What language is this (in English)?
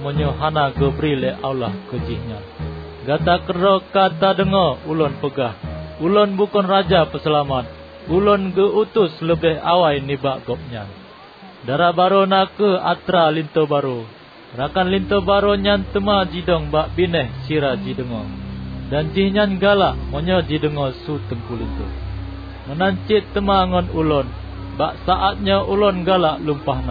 Achinese